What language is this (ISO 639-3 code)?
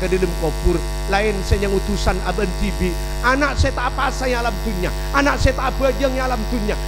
mad